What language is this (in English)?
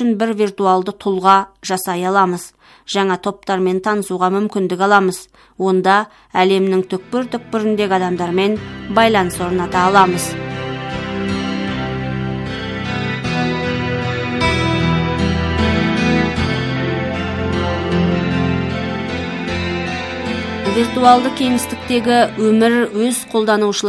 Kazakh